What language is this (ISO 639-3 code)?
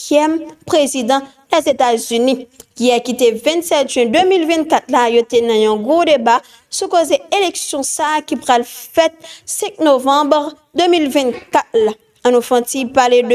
hat